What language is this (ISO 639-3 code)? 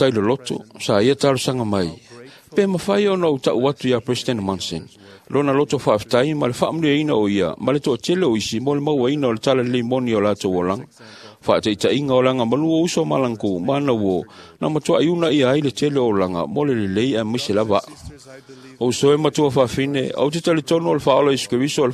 smo